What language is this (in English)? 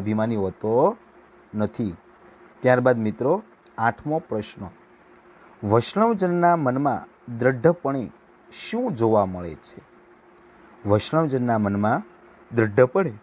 Gujarati